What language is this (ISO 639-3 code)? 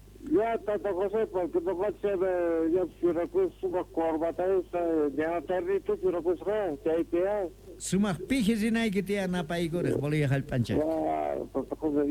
quh